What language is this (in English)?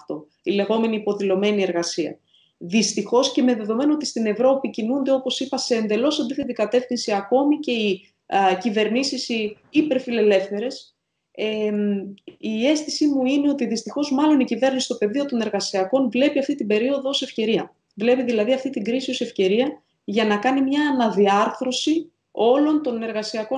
Greek